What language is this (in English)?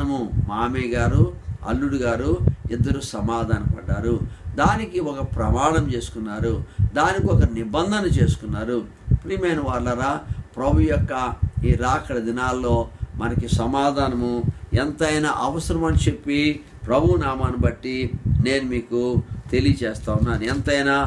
Telugu